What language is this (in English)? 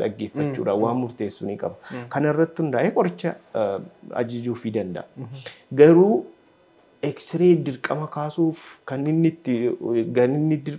Oromo